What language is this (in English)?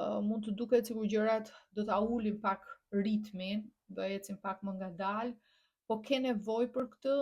Albanian